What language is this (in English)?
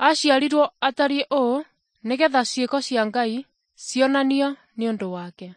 Kikuyu